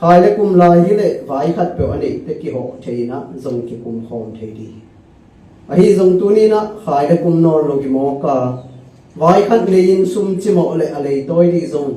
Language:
Tedim Chin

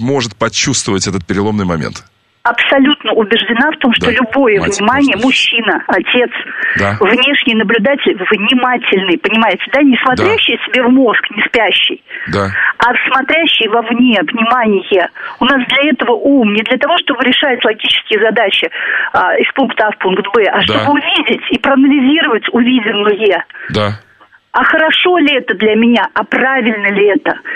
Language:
Russian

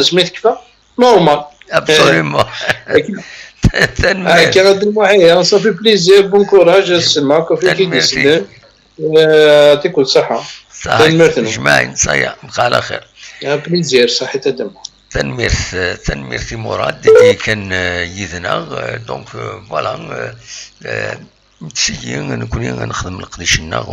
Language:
Kabyle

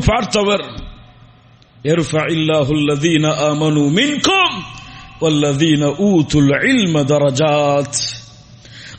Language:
Tamil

